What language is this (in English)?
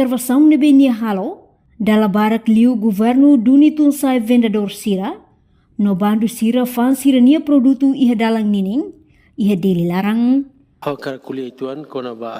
Tetum